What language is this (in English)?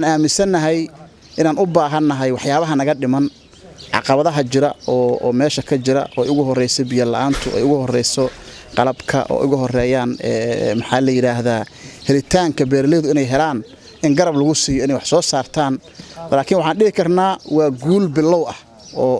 Somali